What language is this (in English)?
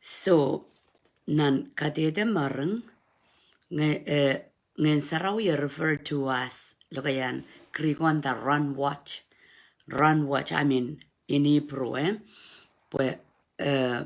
Pohnpeian